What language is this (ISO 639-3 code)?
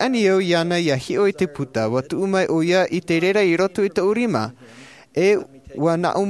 tah